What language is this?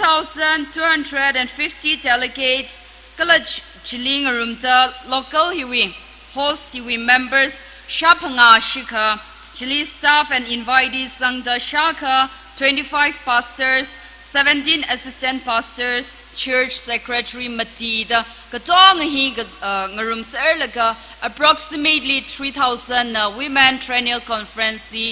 Tangkhul Naga (India)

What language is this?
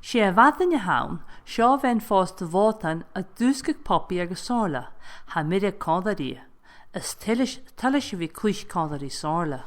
Scottish Gaelic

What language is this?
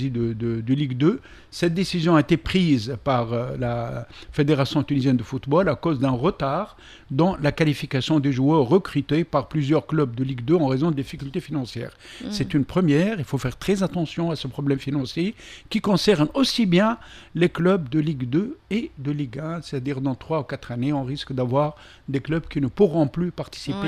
French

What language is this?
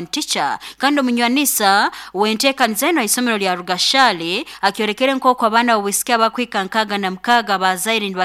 Nyoro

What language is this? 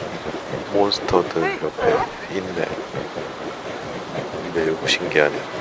Korean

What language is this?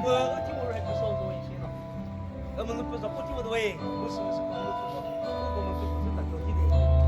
Chokri Naga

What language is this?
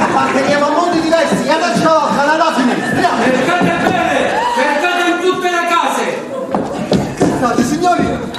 Neapolitan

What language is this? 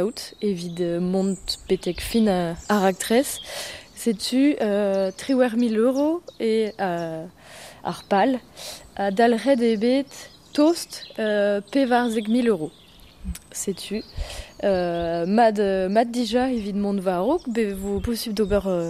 Breton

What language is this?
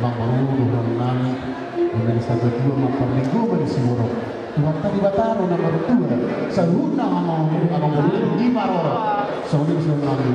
Batak Toba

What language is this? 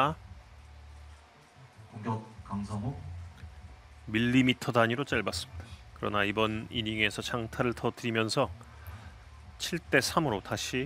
Korean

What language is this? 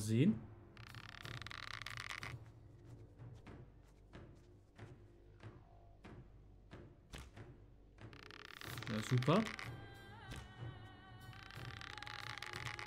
German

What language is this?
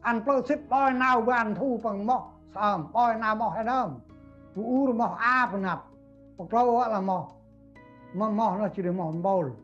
Central Mnong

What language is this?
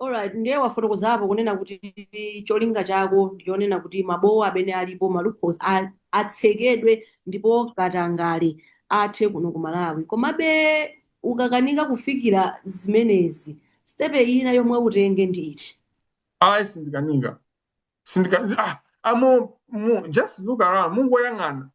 Nyanja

